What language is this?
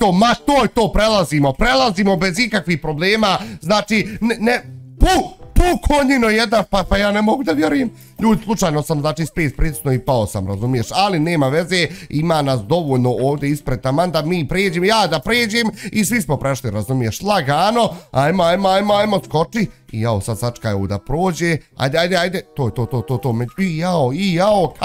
Bosnian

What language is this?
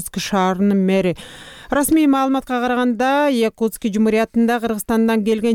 Kyrgyz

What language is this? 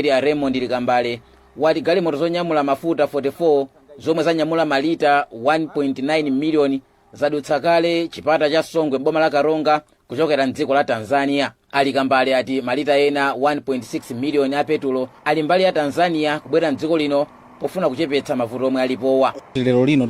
Nyanja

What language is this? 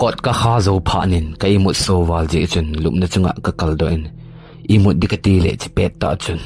Thado Chin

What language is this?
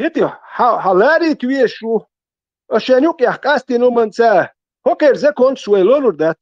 Chechen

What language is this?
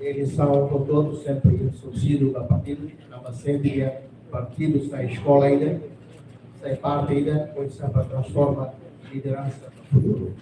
Tetum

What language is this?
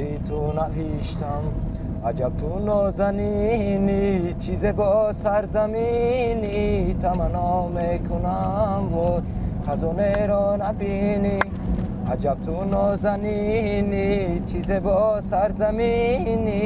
Tajik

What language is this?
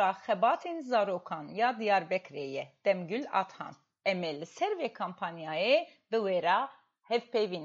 Kurdish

